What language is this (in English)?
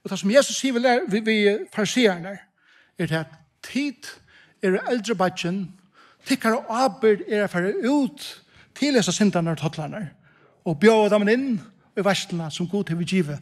Faroese